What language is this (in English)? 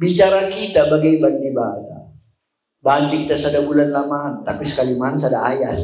Batak Karo